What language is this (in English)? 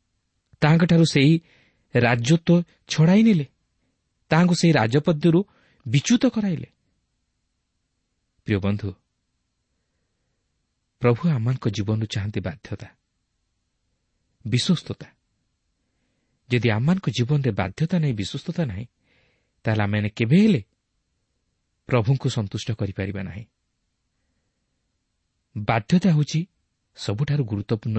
Odia